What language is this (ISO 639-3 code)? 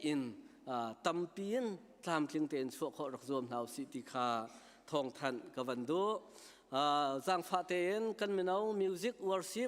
cnh